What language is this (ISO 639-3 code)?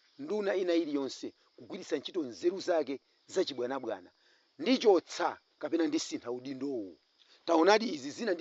nya